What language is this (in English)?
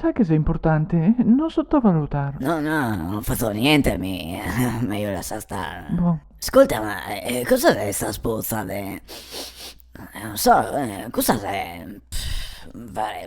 Venetian